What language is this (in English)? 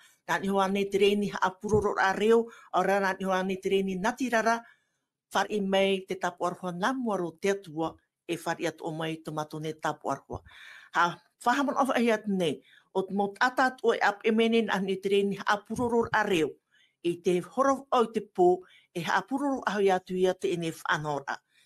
Tahitian